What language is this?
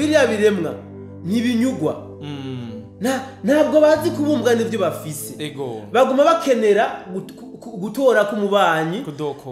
Rundi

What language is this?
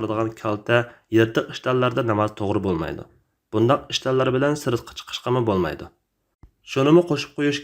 Uyghur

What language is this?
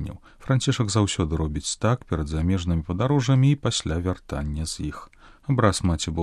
Belarusian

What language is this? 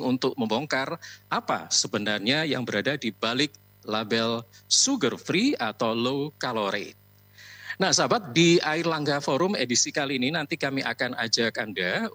Indonesian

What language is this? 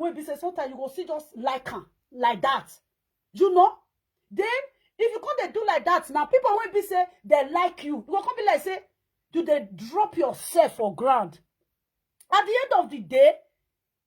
Nigerian Pidgin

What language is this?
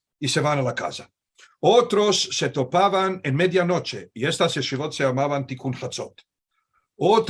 Ladino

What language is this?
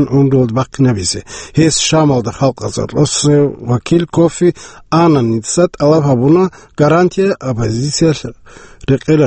Avaric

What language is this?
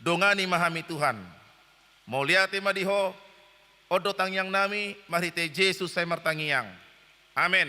Batak Toba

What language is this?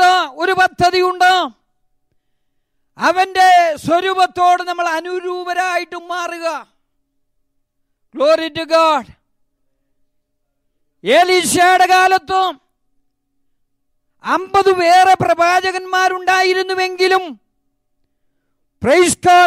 Malayalam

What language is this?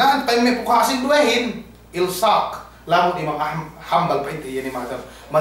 Yakan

